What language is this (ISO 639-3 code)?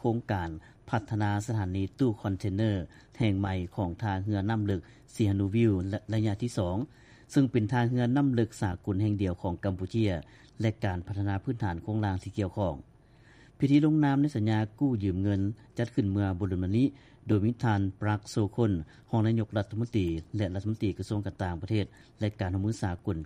lao